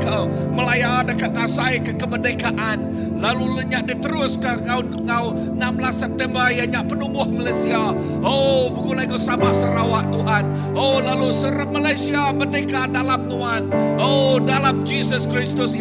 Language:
Iban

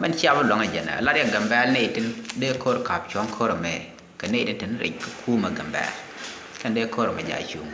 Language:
Nuer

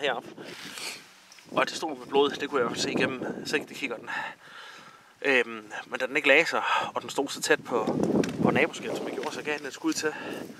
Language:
Danish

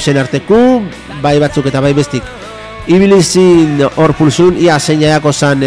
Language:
Basque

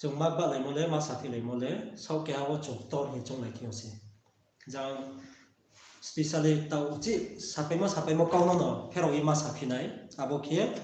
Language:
Riang (India)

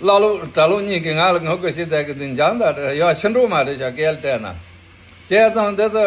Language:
Tibetan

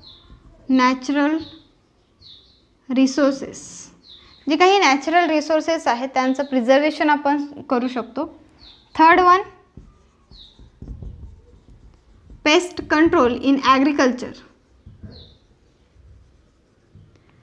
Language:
Marathi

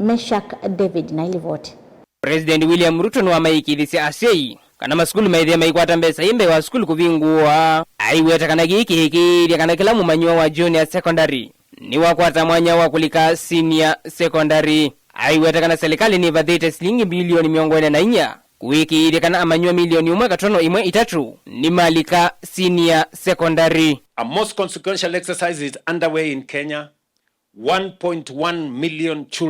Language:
Kamba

